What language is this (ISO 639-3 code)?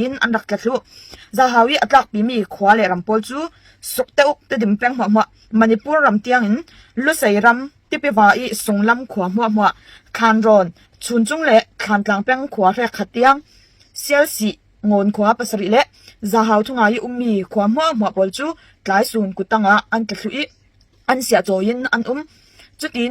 cfm